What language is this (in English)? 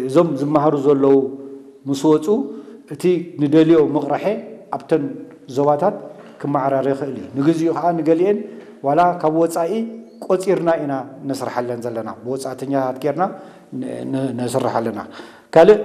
Tigrinya